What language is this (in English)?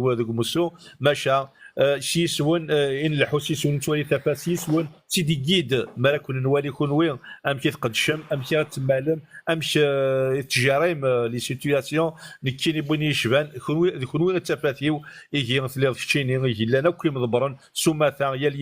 Kabyle